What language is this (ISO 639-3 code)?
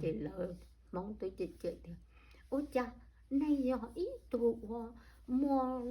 hmn